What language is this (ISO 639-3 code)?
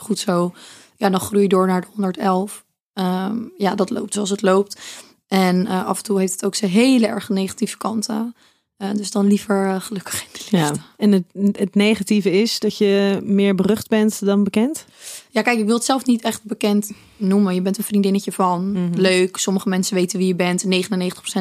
nld